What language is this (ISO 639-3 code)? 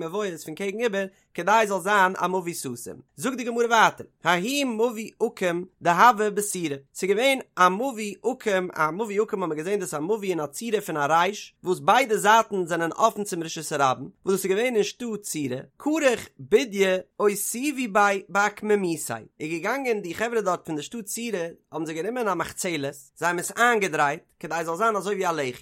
yid